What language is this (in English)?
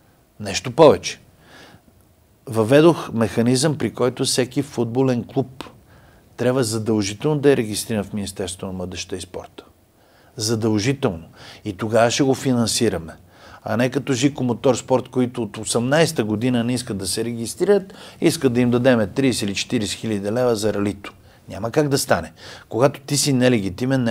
Bulgarian